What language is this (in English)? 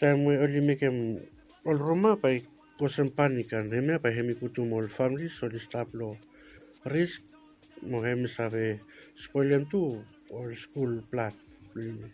Bislama